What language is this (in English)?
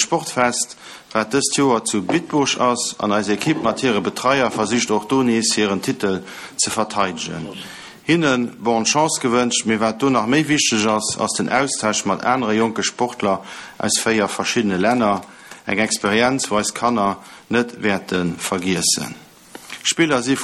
Luxembourgish